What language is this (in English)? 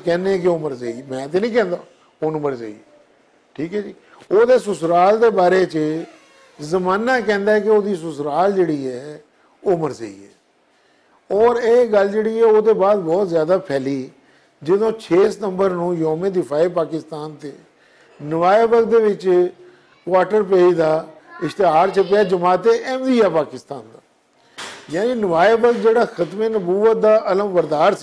Western Panjabi